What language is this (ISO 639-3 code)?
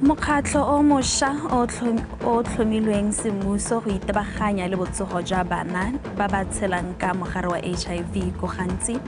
tsn